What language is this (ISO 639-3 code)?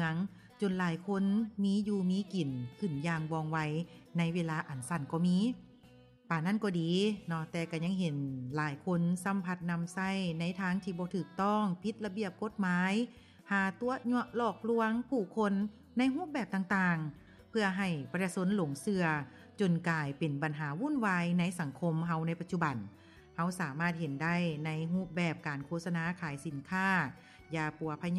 lao